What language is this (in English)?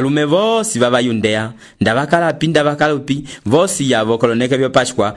Umbundu